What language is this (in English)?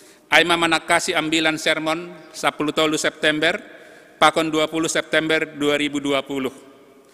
Batak Simalungun